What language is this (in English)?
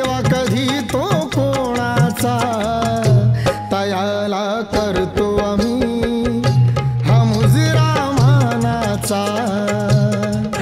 Marathi